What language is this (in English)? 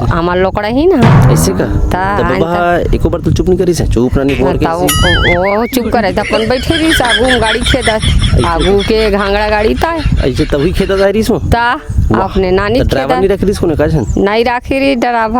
Chhattisgarhi